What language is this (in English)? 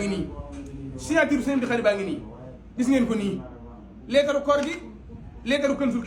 Wolof